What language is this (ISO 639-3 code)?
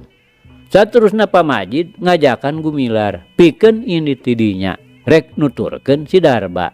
sun